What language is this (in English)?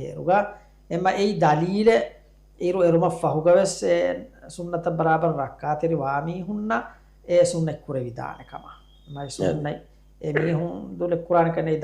Divehi